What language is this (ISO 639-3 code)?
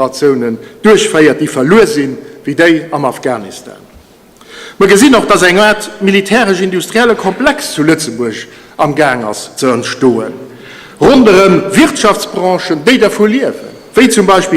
ltz